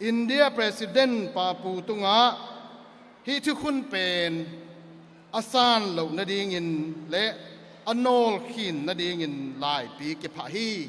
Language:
Tedim Chin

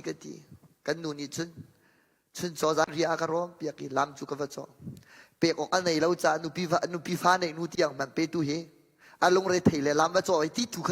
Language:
Hakha Chin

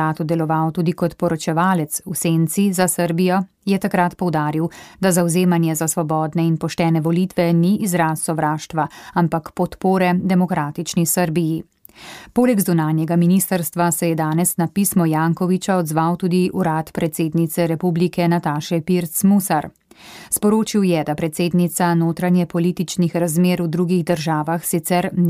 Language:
Slovenian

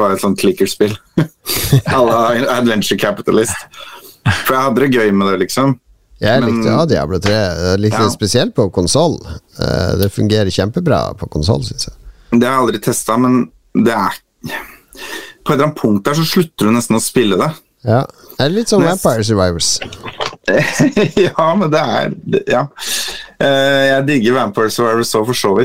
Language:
Norwegian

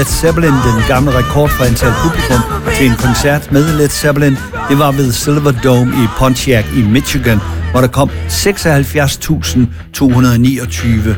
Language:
Danish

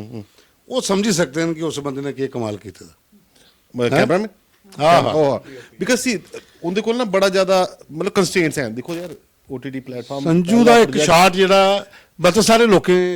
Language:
Dogri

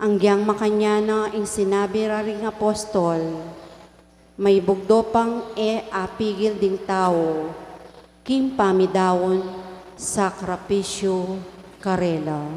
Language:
Pampanga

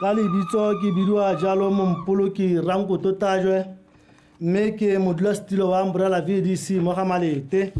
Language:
Tswana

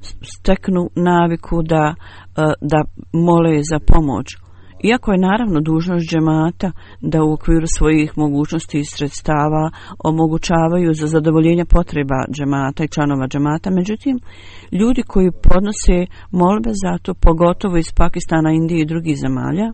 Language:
Bosnian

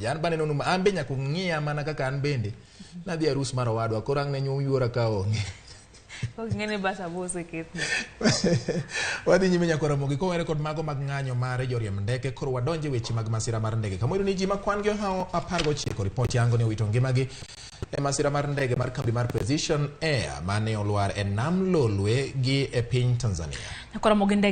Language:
Luo (Kenya and Tanzania)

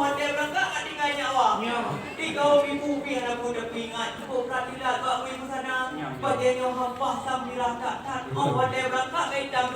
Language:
Achinese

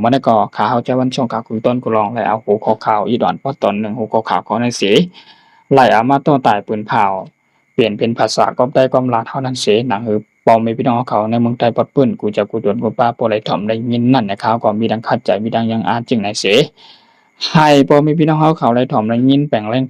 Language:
Shan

